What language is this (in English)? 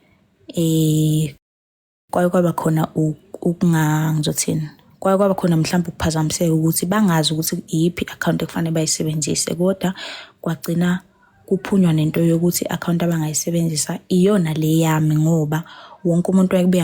Zulu